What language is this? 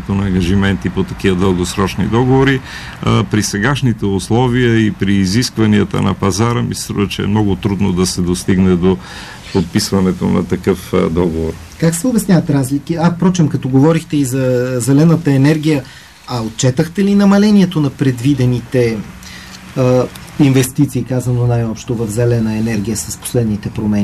Bulgarian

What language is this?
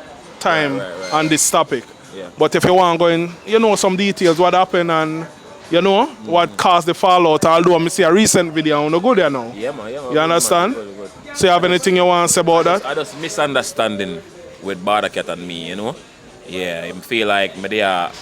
Jamaican Creole English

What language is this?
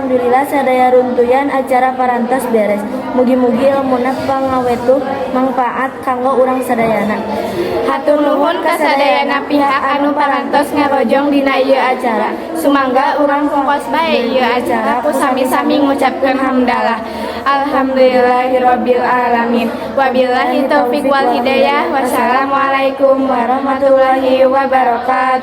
Sundanese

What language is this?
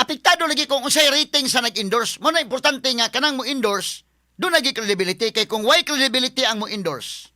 Cebuano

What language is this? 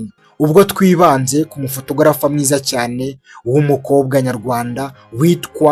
Kinyarwanda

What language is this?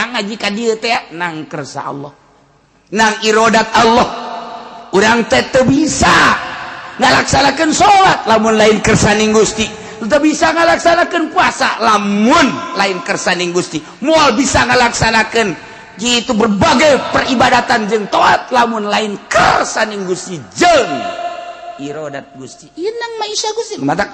Sundanese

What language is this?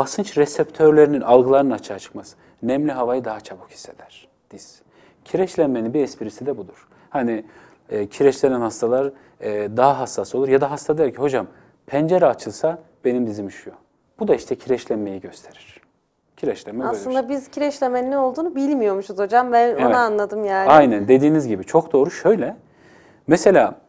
Turkish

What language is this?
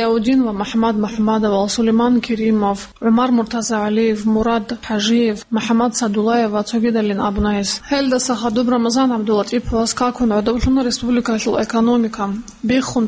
Avaric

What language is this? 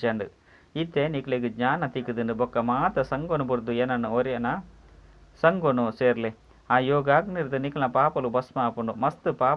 Tulu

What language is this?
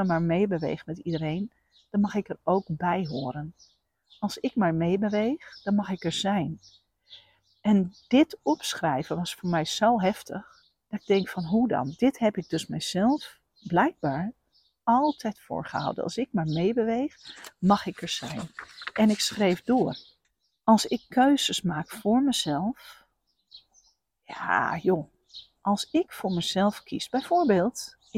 Dutch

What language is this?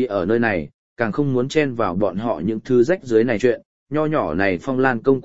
Vietnamese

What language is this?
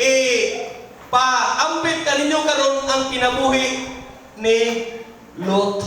Cebuano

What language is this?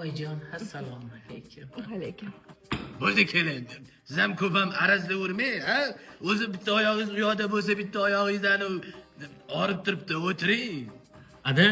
Uzbek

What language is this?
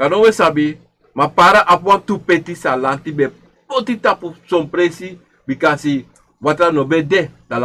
Sranan Tongo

